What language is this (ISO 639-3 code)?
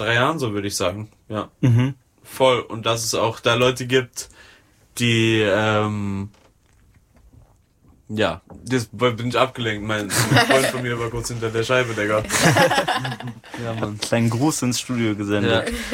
deu